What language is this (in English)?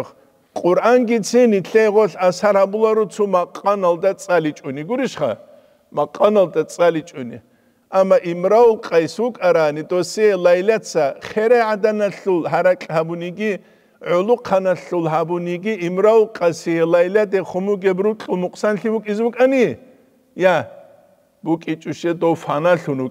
Avaric